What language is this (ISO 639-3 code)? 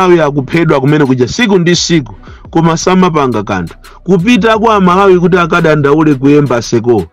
nya